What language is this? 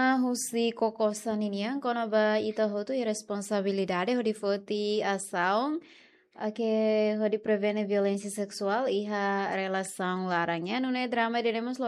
Tetum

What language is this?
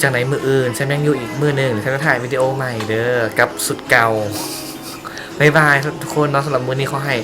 Lao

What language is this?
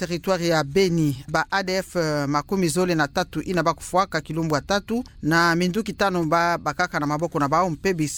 Kituba (Democratic Republic of Congo)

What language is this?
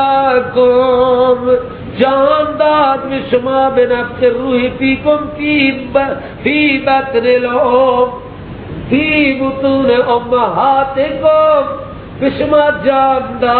Persian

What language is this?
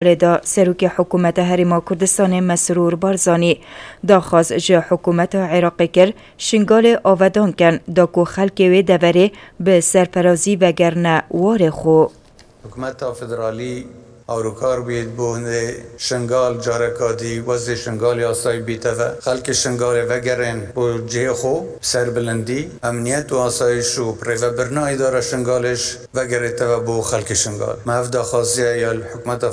Kurdish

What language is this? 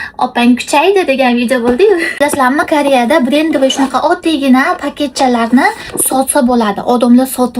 Uzbek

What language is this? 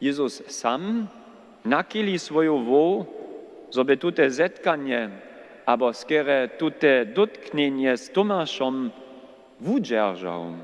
Upper Sorbian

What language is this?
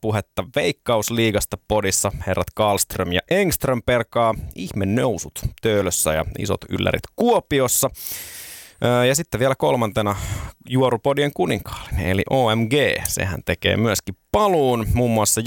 Finnish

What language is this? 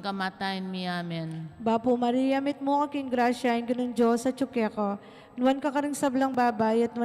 Pampanga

